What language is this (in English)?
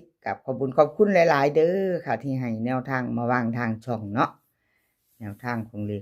Northeastern Thai